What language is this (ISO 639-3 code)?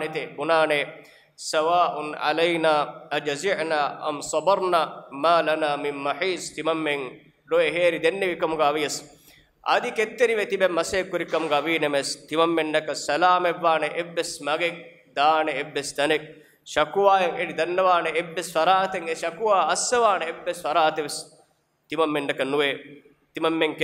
div